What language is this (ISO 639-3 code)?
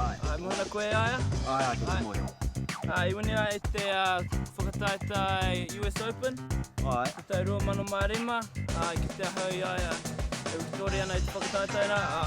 mri